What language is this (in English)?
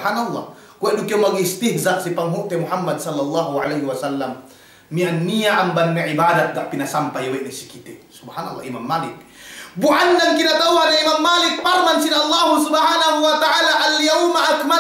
Yakan